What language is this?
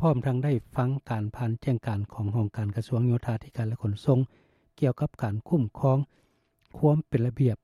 Lao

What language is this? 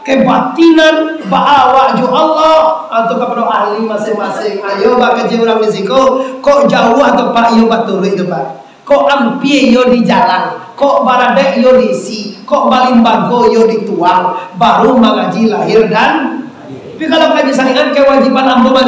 Minangkabau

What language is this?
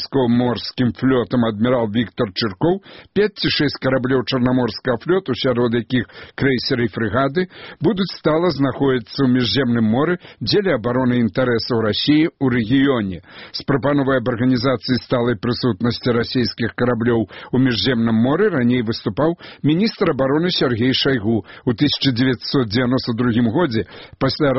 Belarusian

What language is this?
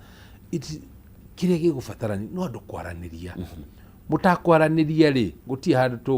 Kikuyu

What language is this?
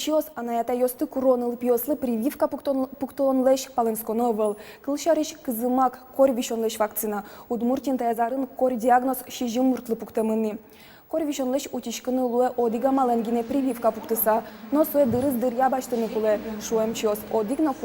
Udmurt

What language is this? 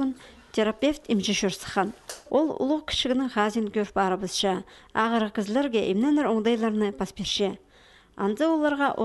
Khakas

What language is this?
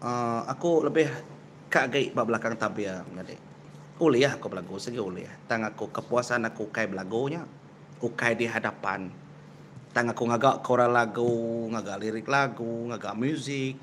Iban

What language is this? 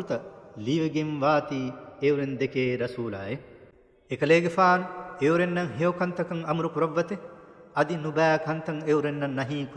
Divehi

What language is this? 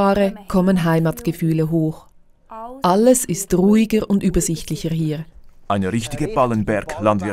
Swiss German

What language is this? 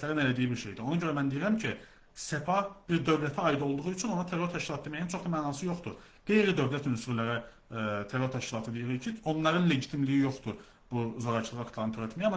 Azerbaijani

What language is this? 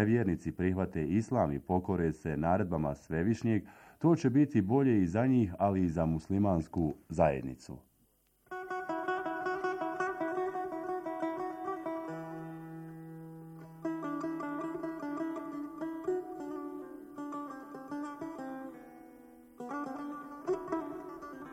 Bosnian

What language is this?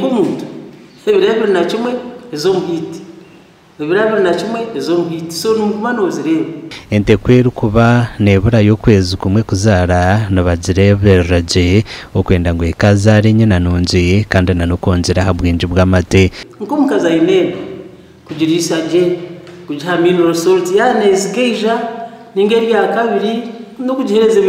Nyankole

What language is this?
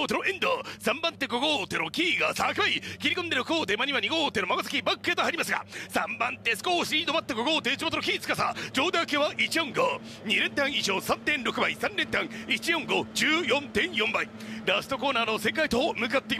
Japanese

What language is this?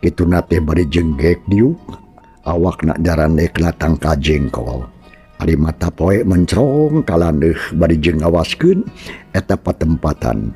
Sundanese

